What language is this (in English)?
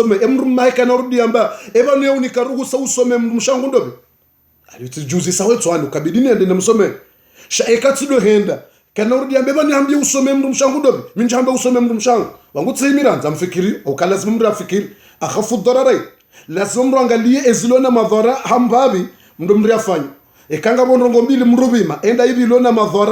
Ngazidja Comorian